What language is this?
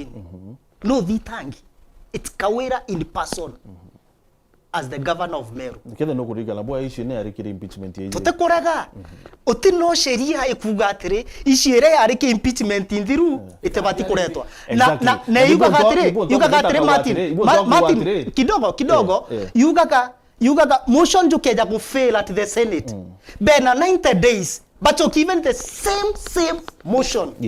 Meru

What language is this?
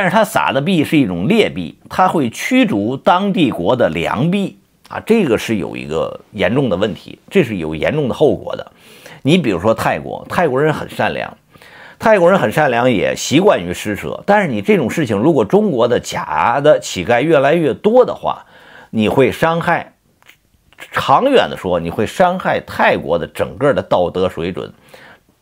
Chinese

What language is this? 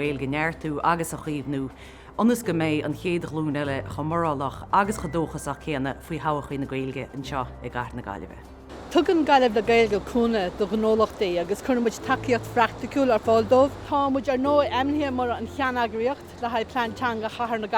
Irish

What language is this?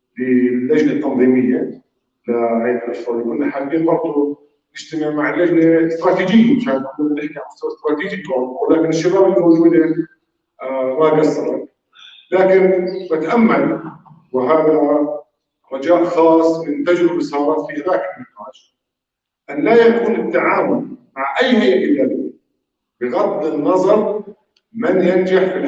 North Levantine Arabic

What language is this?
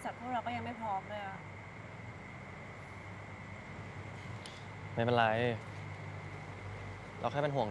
Thai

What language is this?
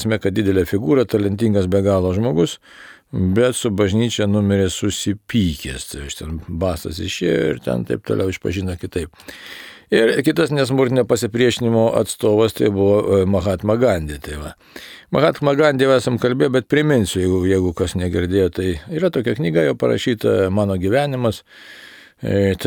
Lithuanian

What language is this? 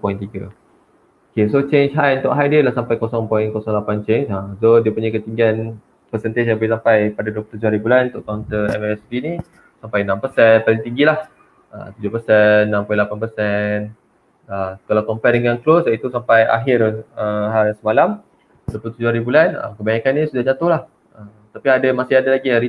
Malay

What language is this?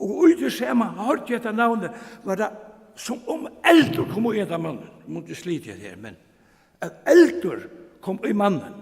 Faroese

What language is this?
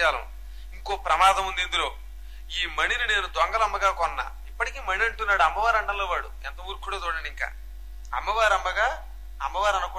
Telugu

